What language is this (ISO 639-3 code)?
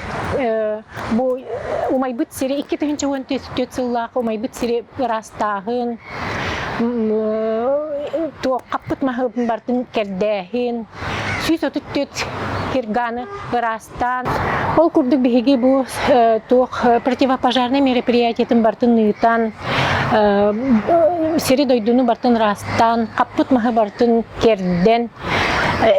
sah